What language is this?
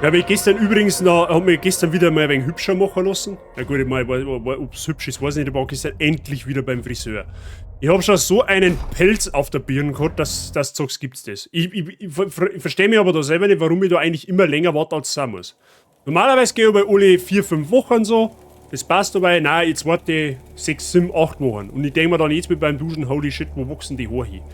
Bavarian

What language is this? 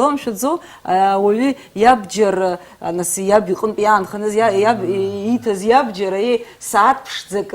Abkhazian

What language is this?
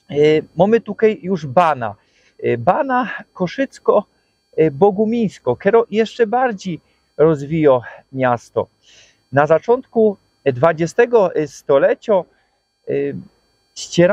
Silesian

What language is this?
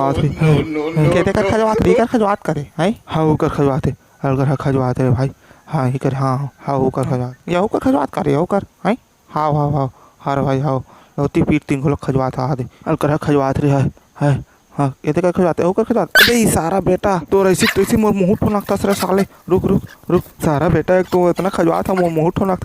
Chhattisgarhi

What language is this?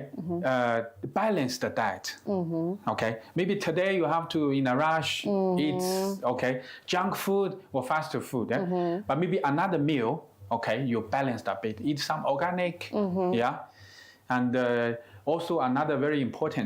Kamba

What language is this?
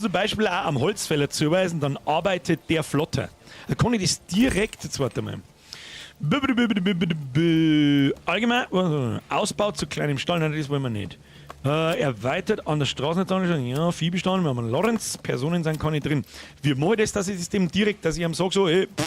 Bavarian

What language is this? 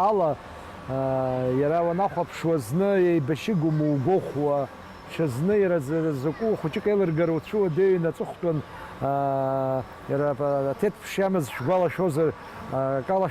Abkhazian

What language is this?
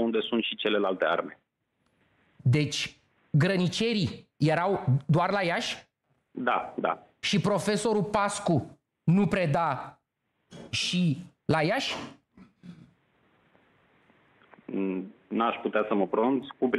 Romanian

